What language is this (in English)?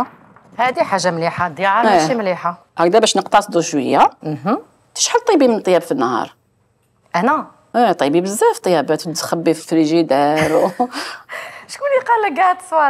Algerian Arabic